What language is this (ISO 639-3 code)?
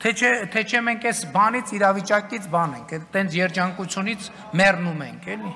hye